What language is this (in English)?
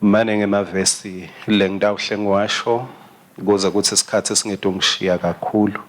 Swati